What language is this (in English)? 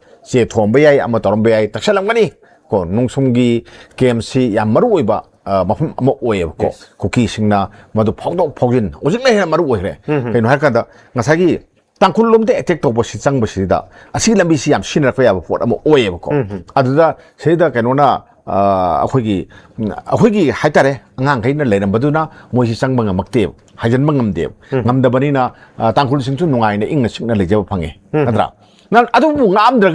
Manipuri